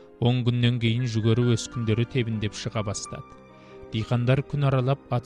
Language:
Kazakh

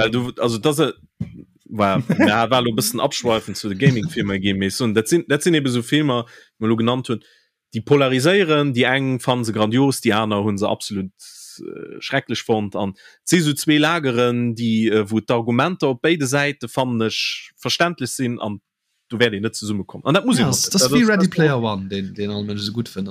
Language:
Luxembourgish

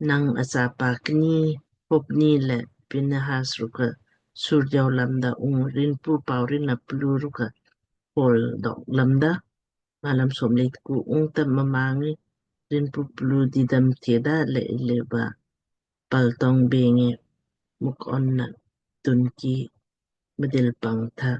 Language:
Lamkang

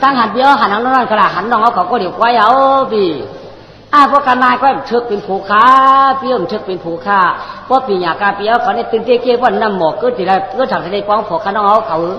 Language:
Shan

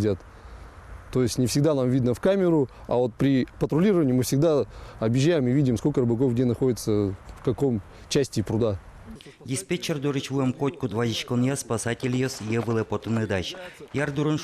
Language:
Udmurt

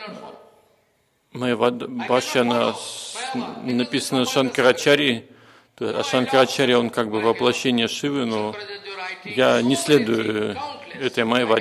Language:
Russian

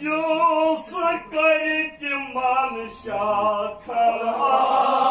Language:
Kashmiri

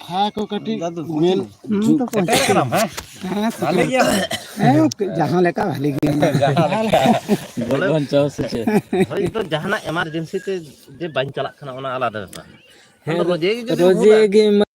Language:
Santali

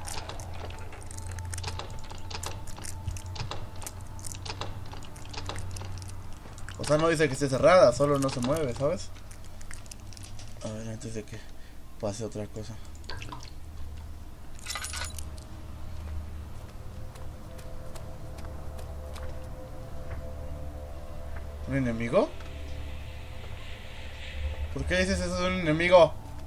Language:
Spanish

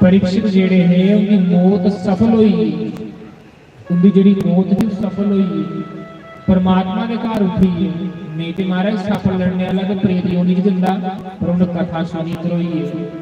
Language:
Dogri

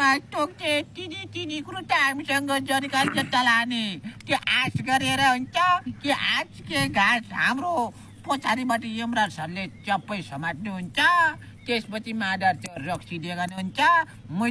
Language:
Nepali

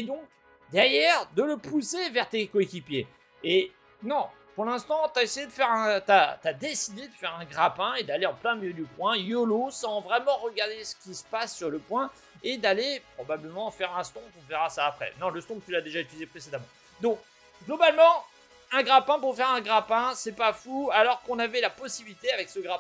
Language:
French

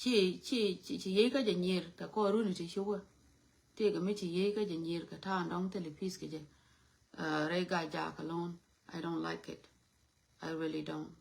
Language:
Nuer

